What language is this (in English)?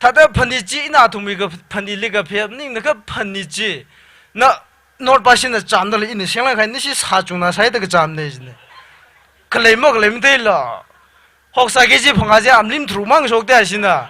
Tangkhul Naga (India)